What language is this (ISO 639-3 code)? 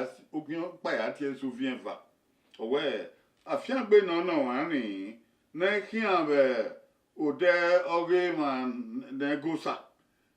bin